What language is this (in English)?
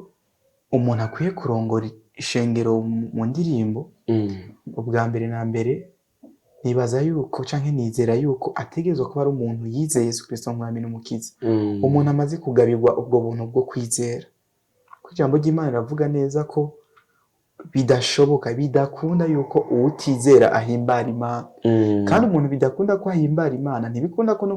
Rundi